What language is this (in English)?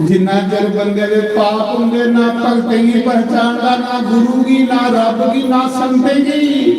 Dogri